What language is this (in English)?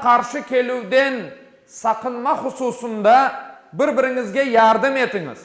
Crimean Tatar